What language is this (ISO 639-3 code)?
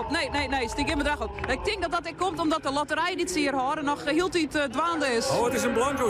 fry